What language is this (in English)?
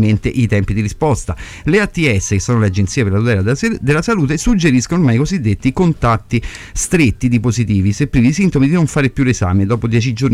Italian